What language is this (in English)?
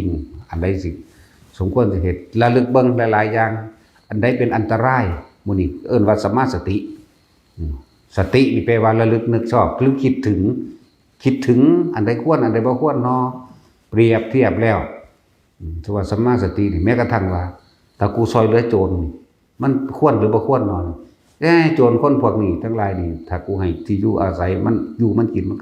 Northeastern Thai